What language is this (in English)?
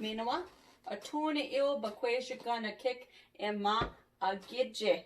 Chippewa